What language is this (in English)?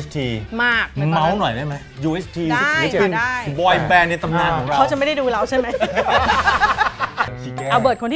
Thai